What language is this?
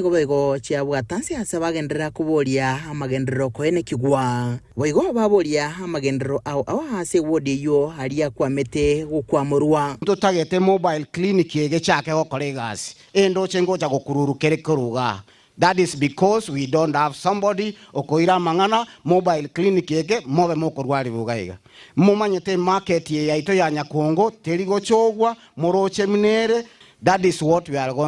Gusii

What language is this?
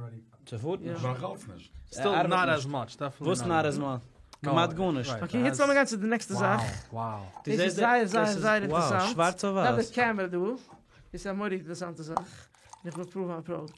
Yiddish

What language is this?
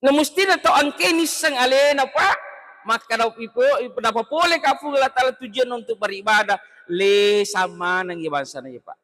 Buginese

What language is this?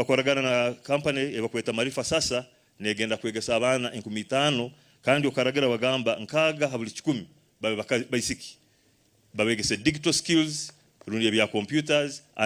Nyankole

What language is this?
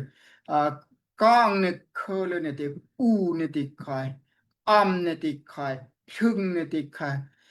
Daai Chin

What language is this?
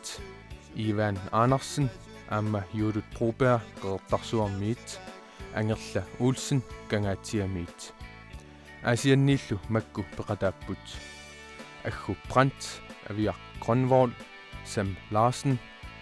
Kalaallisut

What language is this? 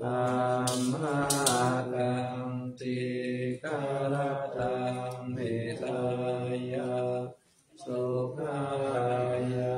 Pali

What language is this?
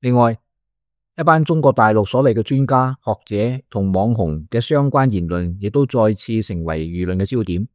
Cantonese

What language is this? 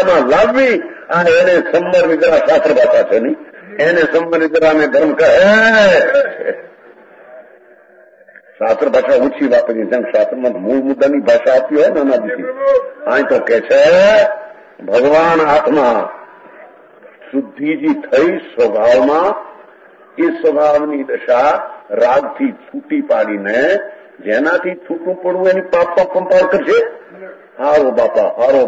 Gujarati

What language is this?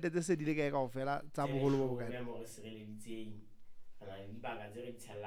Southern Sotho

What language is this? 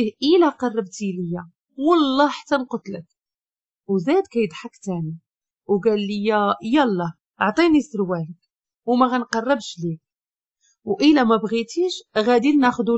Moroccan Arabic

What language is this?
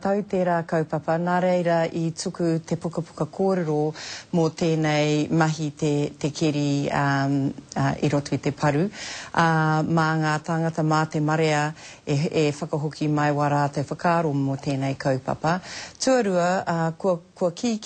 Māori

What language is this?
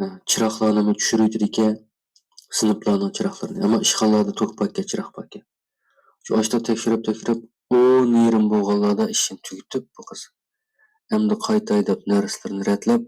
Uyghur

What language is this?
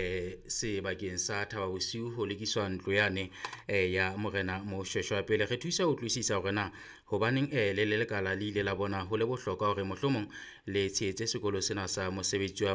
Southern Sotho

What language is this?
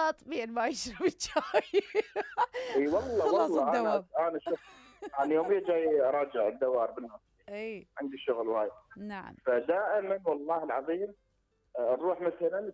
Mesopotamian Arabic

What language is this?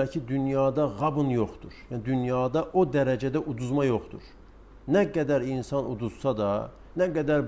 Azerbaijani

